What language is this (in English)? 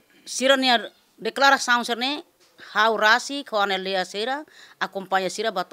Tetum